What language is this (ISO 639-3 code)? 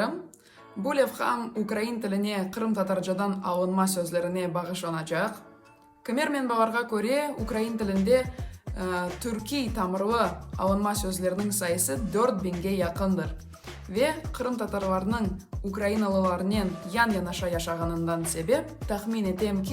crh